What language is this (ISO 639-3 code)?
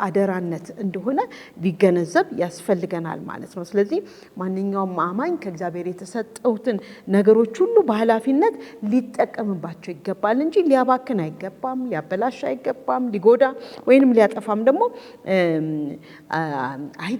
amh